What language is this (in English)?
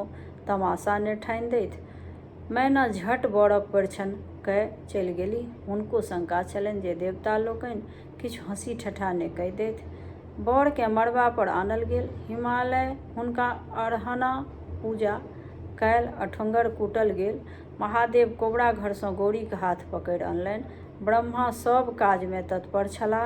Maithili